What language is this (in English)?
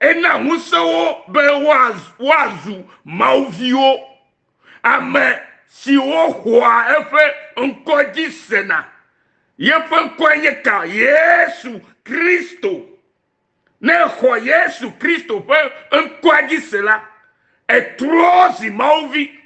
Ewe